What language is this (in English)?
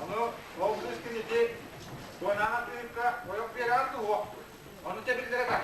Yakut